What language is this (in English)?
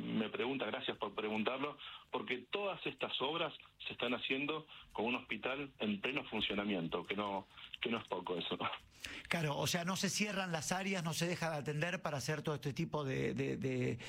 Spanish